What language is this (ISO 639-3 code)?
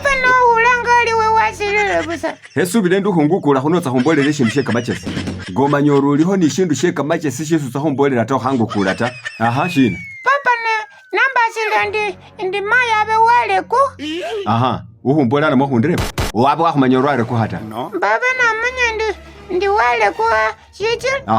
myx